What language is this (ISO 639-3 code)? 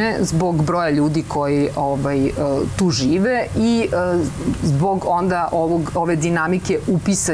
srp